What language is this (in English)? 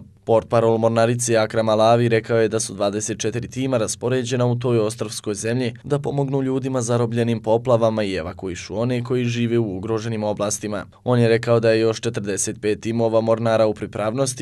Bosnian